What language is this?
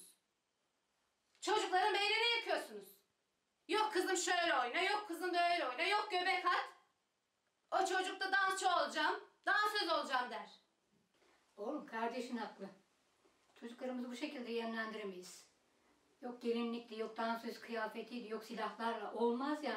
Turkish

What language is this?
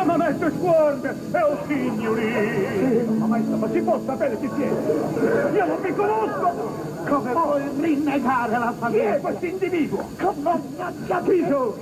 Neapolitan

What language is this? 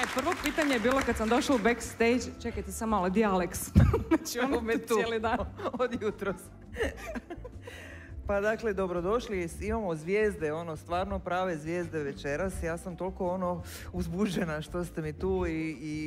Croatian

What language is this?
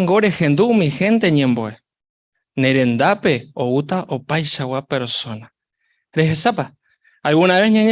Guarani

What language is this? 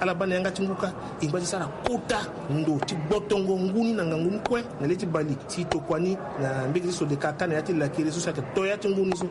Sango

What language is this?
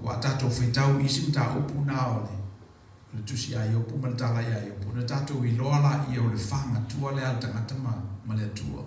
Samoan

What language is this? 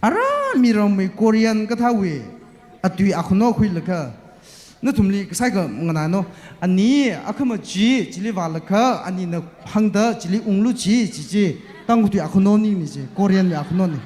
Tangkhul Naga (India)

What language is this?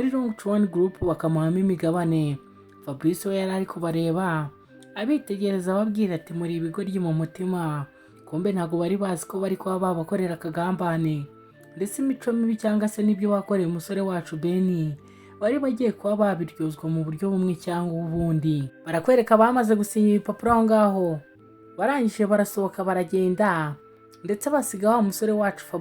Kinyarwanda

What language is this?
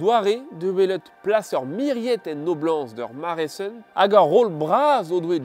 Breton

